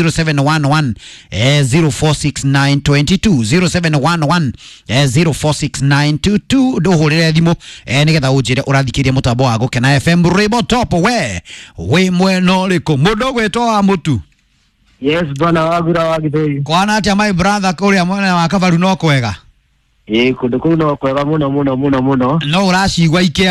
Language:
Kikuyu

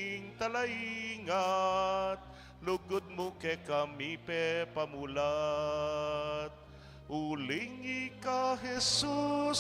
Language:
Pampanga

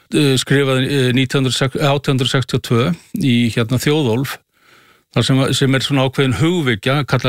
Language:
Icelandic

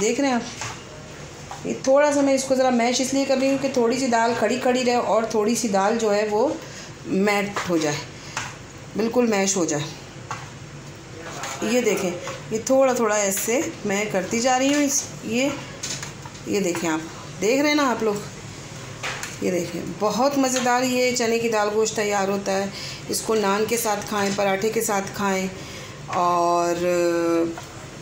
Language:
Hindi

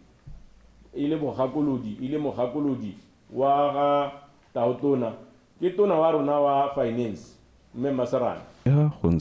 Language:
Tswana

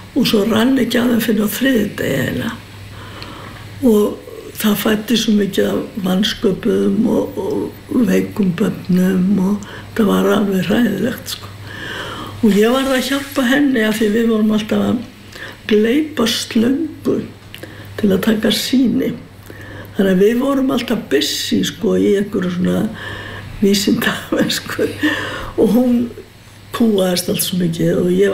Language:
Icelandic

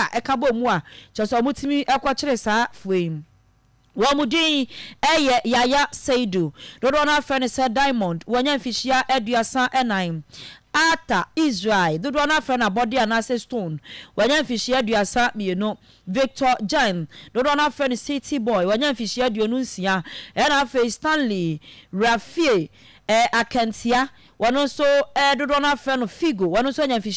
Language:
Akan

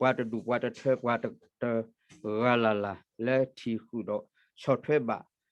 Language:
S'gaw Karen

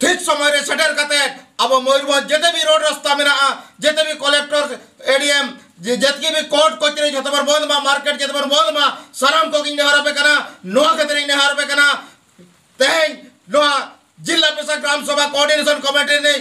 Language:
Santali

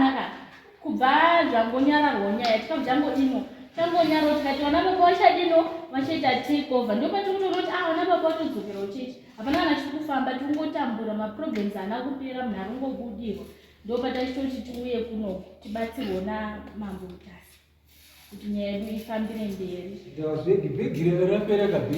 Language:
Shona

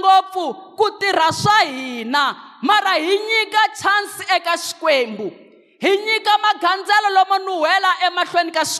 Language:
Tsonga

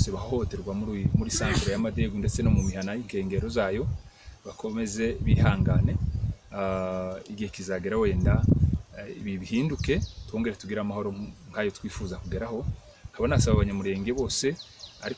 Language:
Kinyarwanda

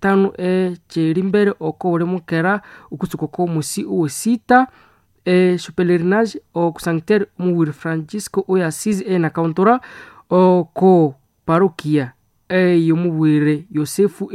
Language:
Nande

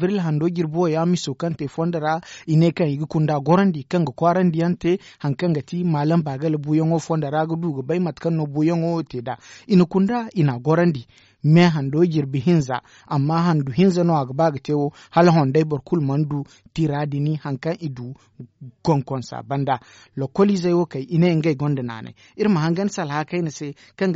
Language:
Zarma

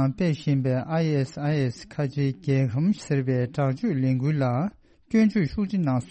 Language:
Tibetan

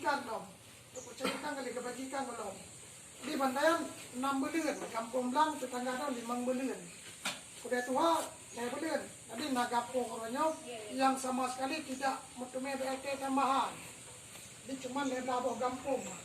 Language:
Achinese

